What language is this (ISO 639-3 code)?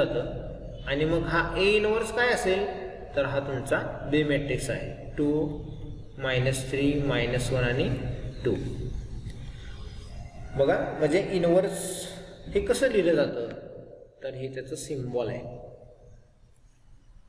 mar